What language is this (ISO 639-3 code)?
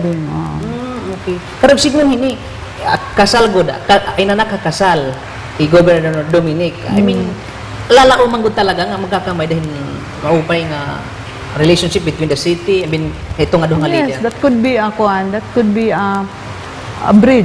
war